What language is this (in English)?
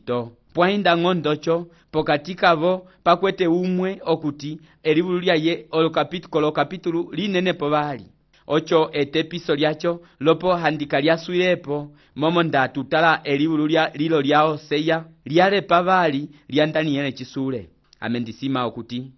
Umbundu